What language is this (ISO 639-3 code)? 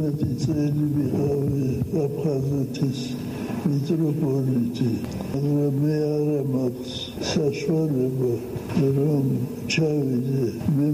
kat